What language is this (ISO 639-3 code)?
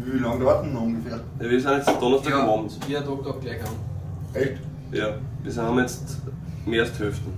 bar